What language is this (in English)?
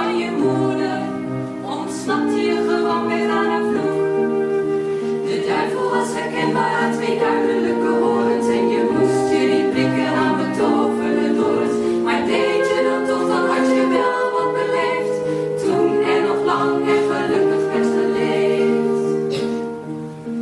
Dutch